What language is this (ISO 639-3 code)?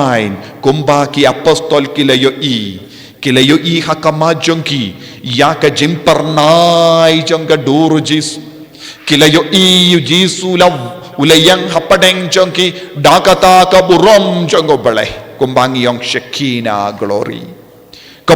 kha